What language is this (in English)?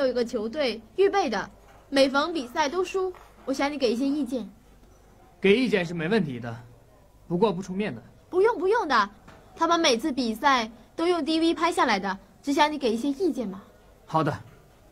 Chinese